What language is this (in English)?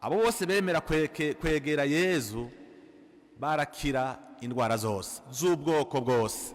Rundi